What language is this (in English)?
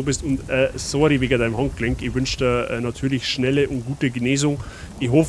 Bavarian